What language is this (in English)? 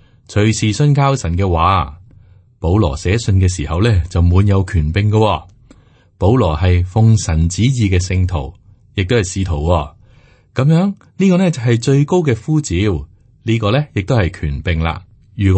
Cantonese